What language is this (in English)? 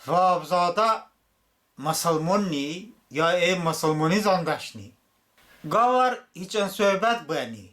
Talysh